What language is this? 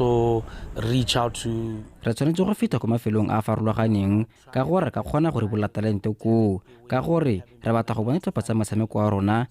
Tswana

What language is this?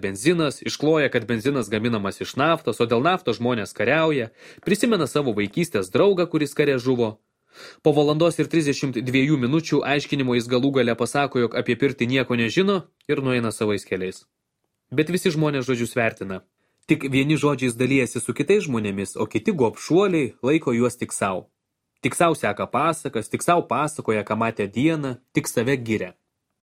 Lithuanian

